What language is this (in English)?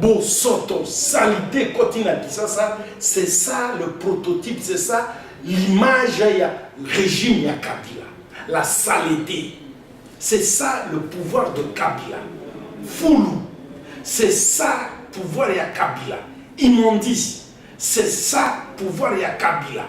Lingala